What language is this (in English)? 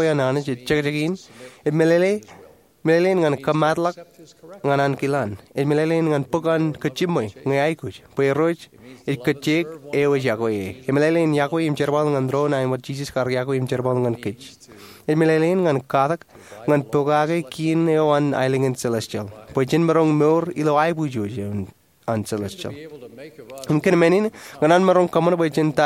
Marshallese